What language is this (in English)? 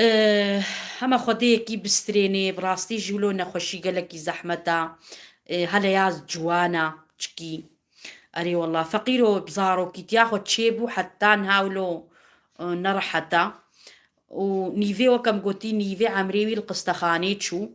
Kurdish